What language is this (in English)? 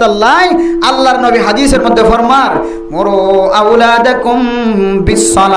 Rohingya